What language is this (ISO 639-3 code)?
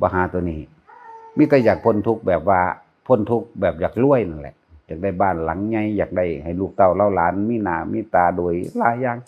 tts